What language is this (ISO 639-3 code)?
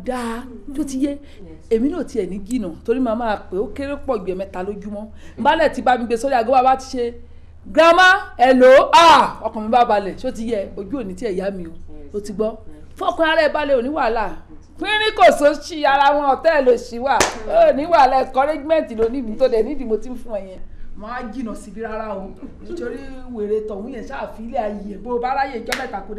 yor